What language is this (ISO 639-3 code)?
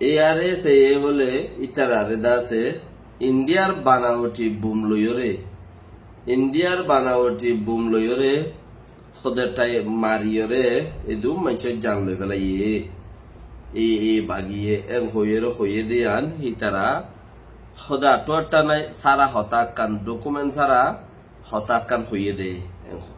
rhg